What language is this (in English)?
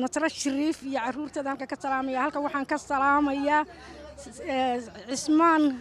Somali